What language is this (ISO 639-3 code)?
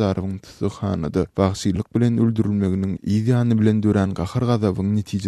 kir